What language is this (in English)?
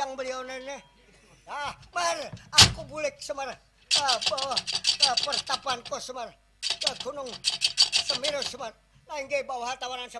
Banjar